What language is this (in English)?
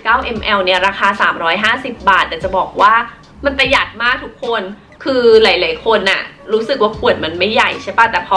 Thai